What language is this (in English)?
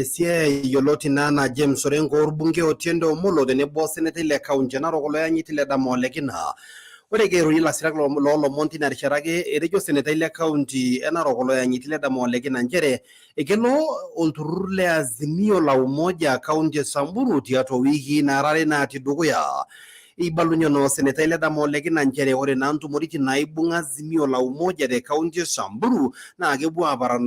Masai